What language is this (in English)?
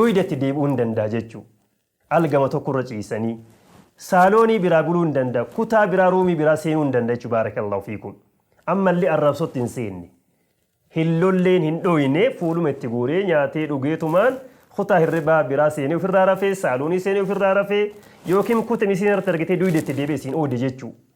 Oromo